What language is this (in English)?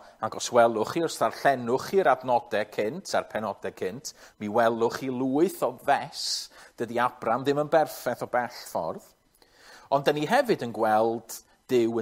Welsh